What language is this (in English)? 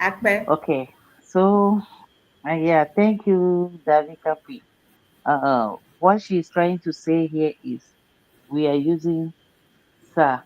Ewe